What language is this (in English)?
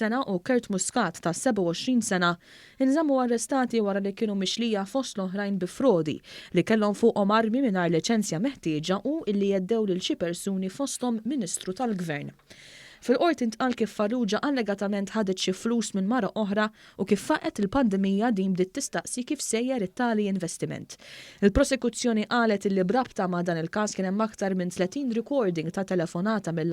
Maltese